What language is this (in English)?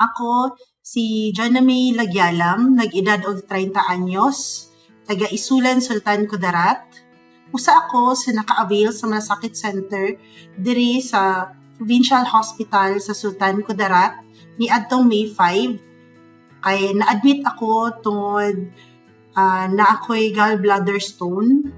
Cebuano